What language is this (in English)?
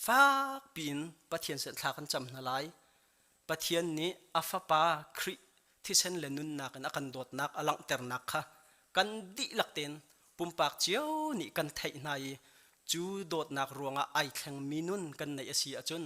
Hakha Chin